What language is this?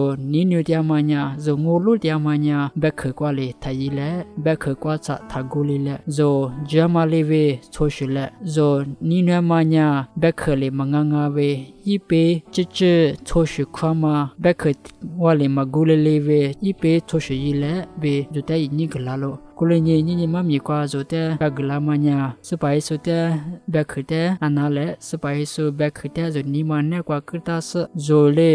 Lisu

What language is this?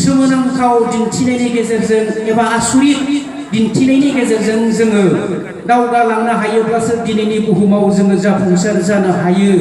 Bodo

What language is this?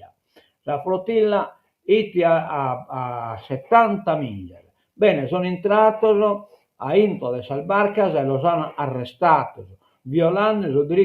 Sardinian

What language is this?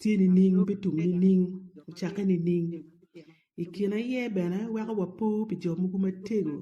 Acoli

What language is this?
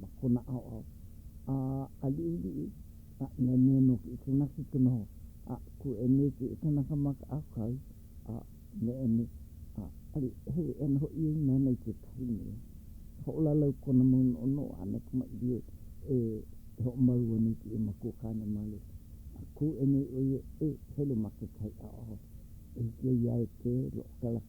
Hawaiian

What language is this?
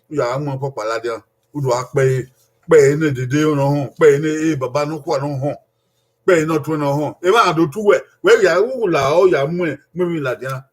Bini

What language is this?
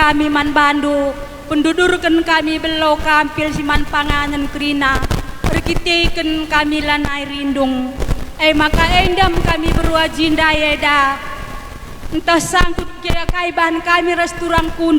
Batak Karo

